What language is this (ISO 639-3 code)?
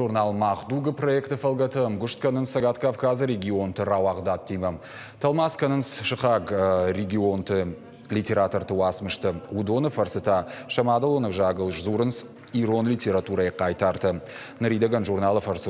oss